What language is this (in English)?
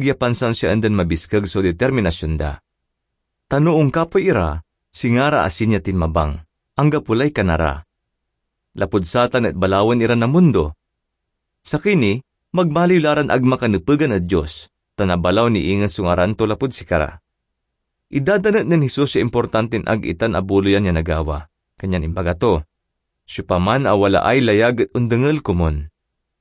Pangasinan